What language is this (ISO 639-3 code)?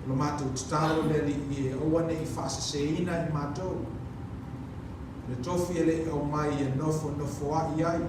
smo